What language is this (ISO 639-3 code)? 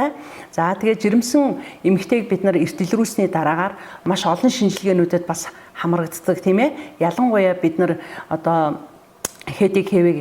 mon